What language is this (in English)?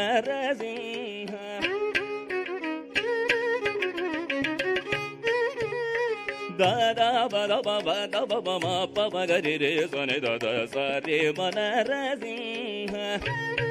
Kannada